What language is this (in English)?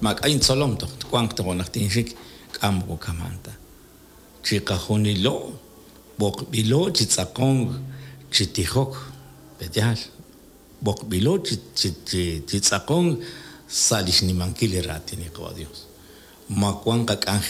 Kekchí